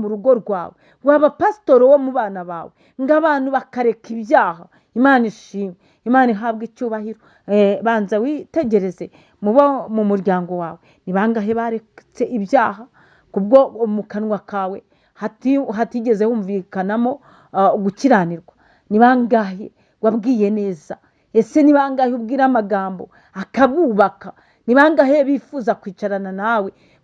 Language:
Kinyarwanda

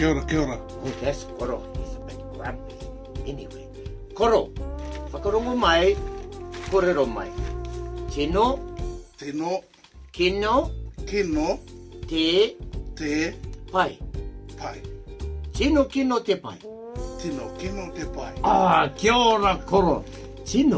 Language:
Māori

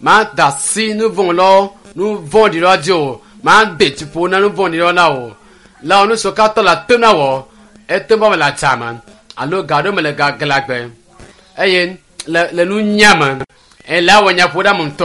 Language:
Ewe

